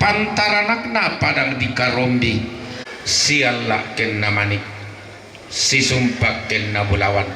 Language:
Toraja-Sa'dan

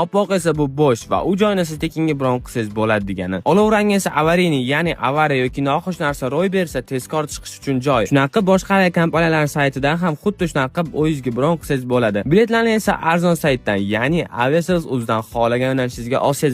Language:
Uzbek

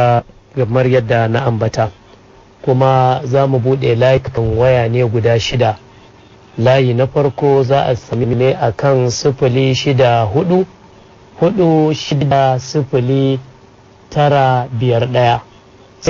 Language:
Hausa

